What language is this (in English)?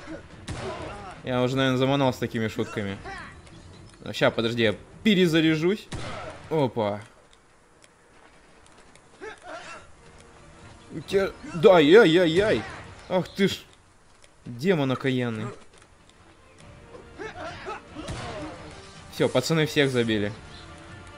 Russian